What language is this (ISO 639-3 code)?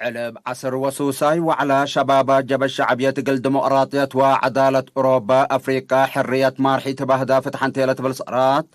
tig